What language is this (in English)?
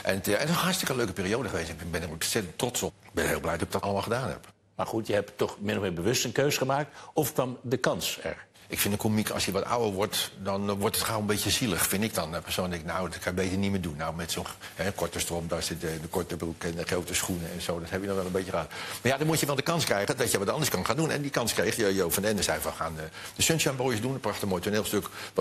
Dutch